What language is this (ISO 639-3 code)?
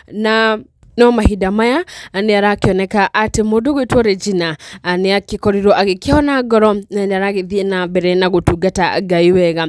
kik